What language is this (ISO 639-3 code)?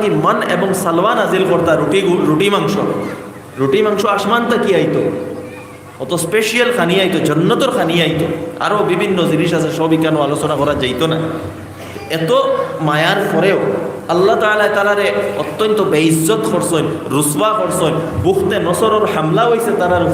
syl